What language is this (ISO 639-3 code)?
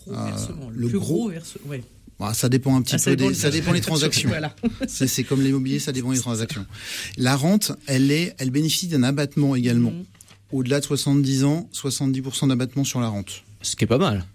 fra